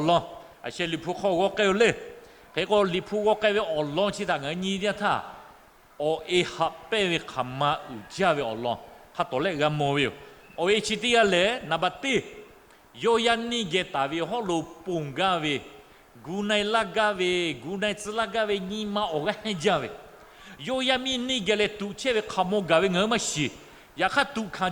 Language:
Lahu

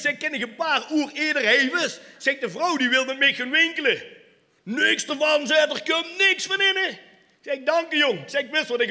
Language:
Limburgish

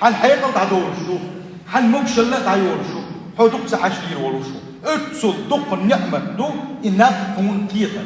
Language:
Chechen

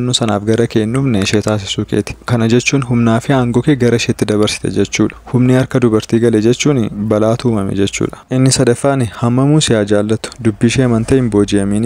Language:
Oromo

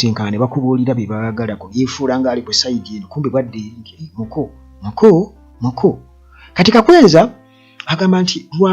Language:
Ganda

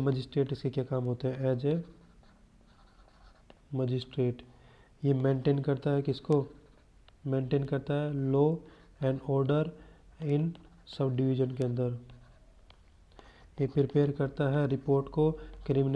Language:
Hindi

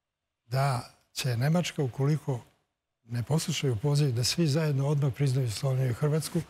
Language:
Serbian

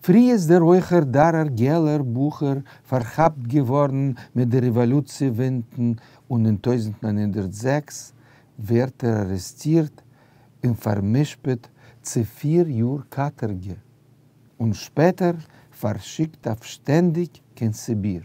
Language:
Yiddish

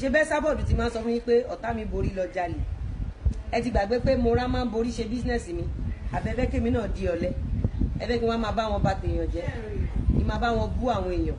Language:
Yoruba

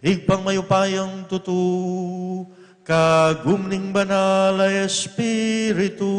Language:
Pampanga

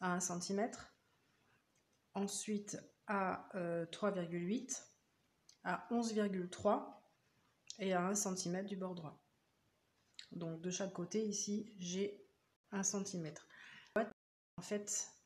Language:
French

